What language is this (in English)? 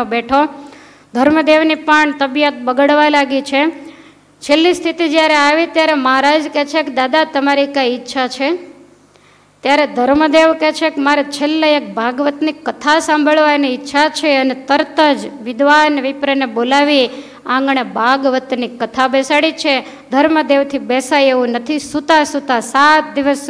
Gujarati